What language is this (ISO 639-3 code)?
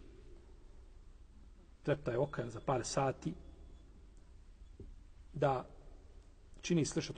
bos